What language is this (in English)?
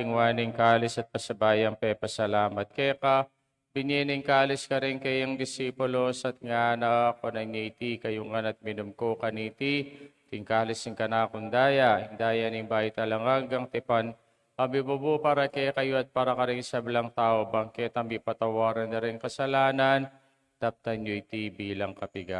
Pampanga